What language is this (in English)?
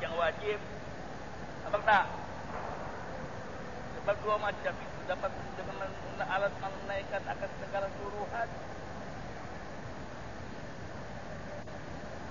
Malay